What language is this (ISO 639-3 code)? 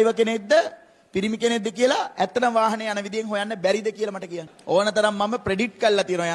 sin